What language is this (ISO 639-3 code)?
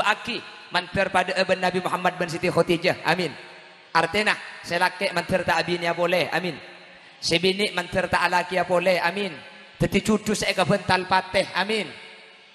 mad